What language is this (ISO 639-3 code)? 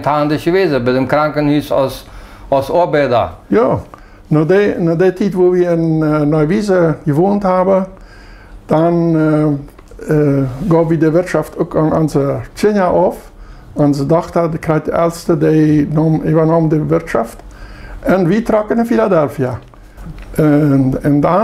pdt